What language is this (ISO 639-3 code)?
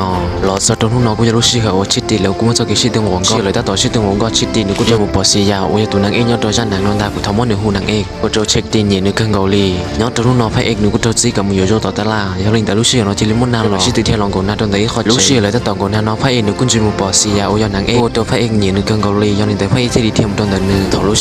hmn